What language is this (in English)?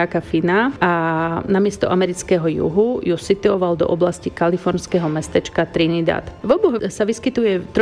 Slovak